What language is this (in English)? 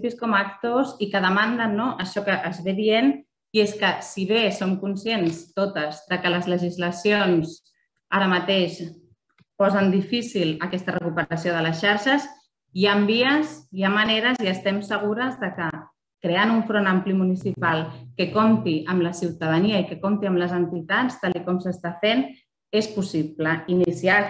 Catalan